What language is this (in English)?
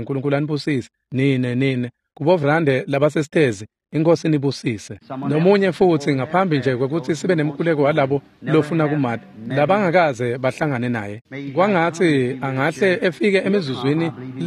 Swati